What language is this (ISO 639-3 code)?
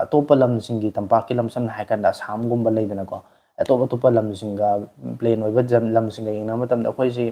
mni